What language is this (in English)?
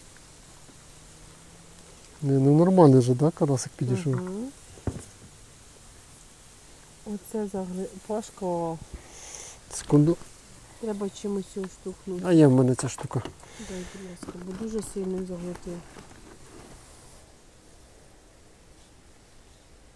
Ukrainian